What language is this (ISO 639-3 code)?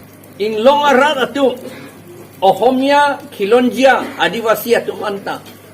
mjw